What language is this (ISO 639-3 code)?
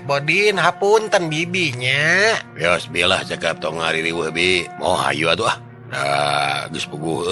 sun